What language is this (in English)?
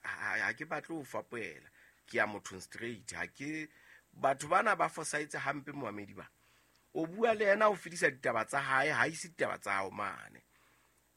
Southern Sotho